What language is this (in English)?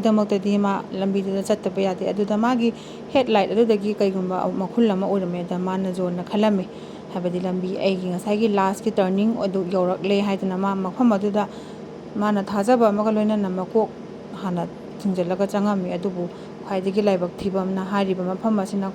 Manipuri